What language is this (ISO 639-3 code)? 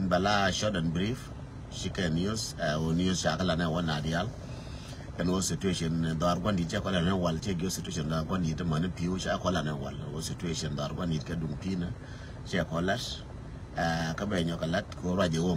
nus